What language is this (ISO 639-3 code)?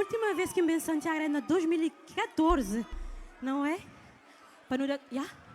kea